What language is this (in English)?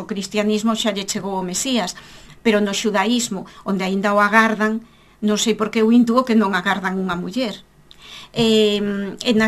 Galician